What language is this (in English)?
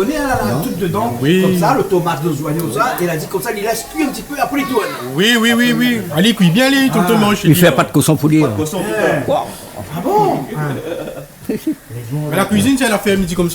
Réunion Creole French